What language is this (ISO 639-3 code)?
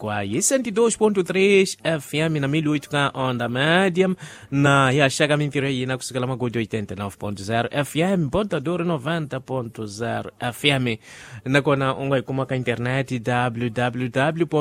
tso